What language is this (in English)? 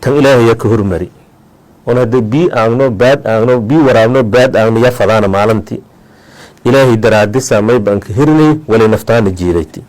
Somali